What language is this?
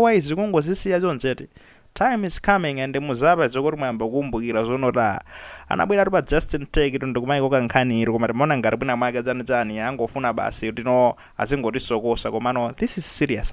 Nyanja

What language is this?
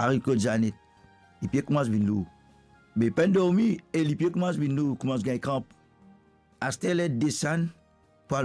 Morisyen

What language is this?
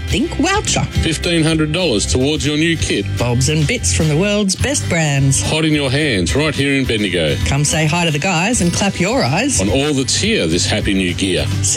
English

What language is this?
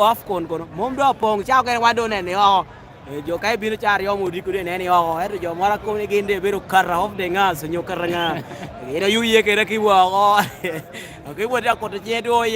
Lango (Uganda)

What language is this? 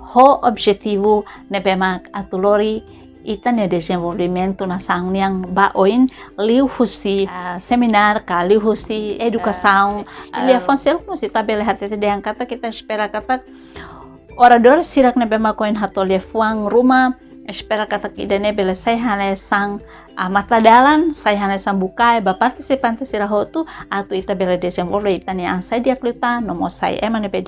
Tetum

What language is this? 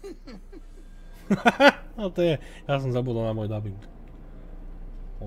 Slovak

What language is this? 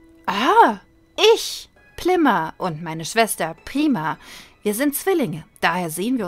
German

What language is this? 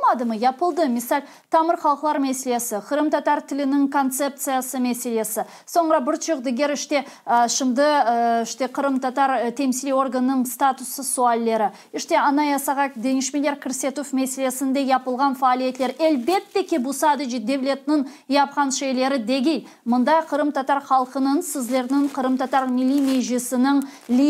Crimean Tatar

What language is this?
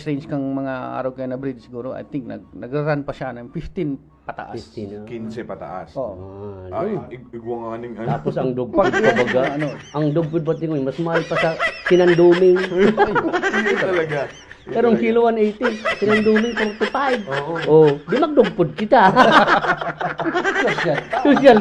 Bikol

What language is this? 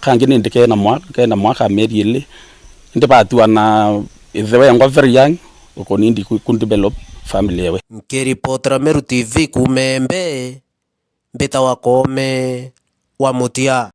Meru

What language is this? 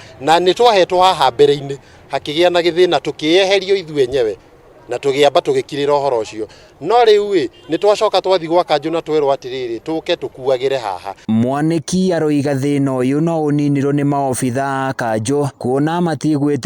Kikuyu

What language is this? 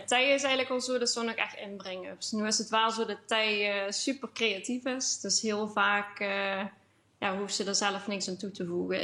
Limburgish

